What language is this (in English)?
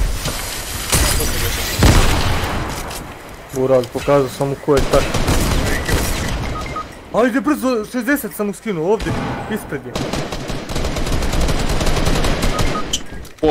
Croatian